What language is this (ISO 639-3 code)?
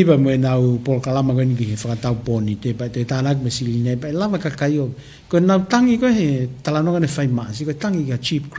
ton